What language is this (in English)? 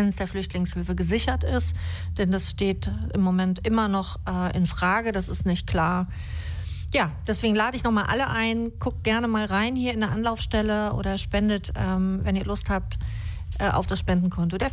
German